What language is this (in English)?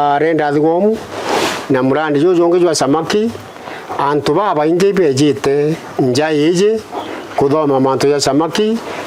Meru